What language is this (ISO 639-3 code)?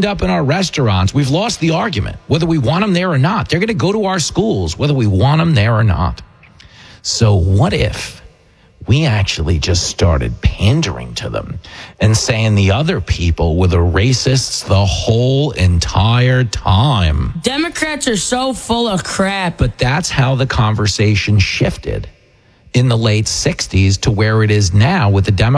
eng